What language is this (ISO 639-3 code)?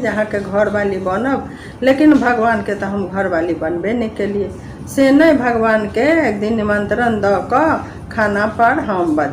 mai